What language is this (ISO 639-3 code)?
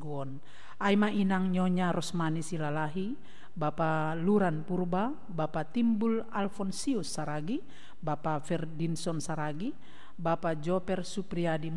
bts